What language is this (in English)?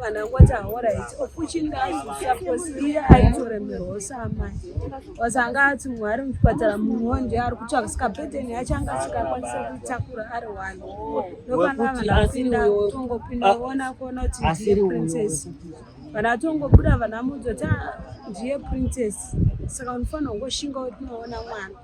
Shona